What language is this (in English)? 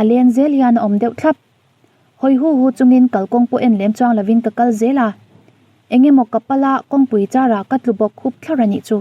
Mizo